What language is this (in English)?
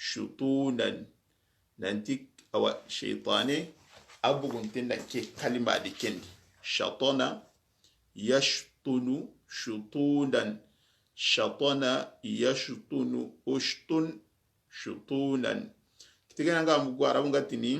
Soninke